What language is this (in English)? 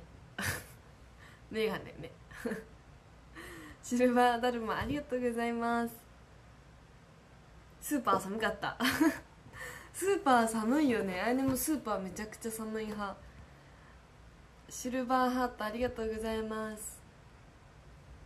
Japanese